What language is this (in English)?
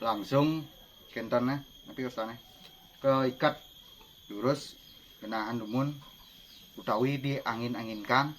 Balinese